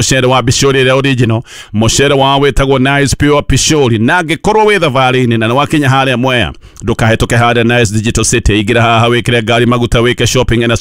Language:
Kikuyu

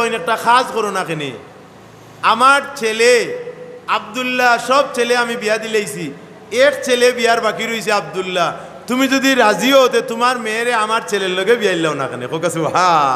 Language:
Sylheti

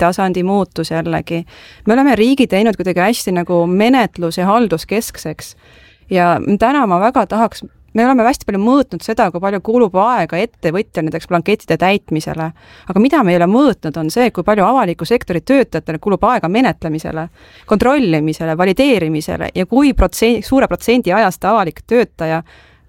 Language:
Estonian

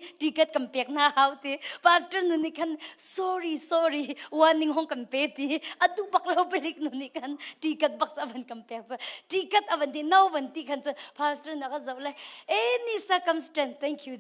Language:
Hakha Chin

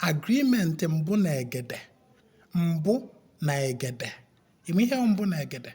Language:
Igbo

